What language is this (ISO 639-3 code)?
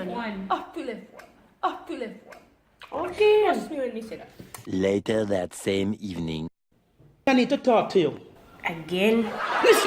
jam